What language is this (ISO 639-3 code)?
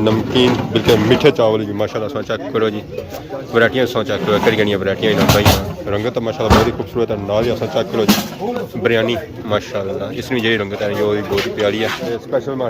phr